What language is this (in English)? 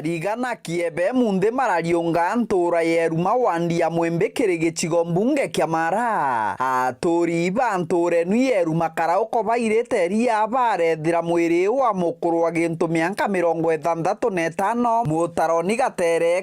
Meru